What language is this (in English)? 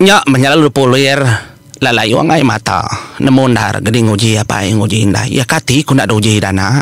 Iban